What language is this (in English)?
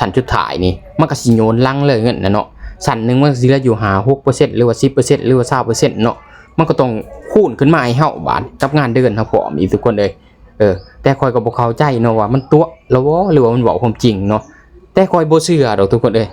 Lao